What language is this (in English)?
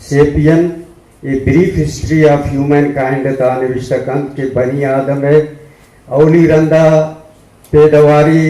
Eastern Balochi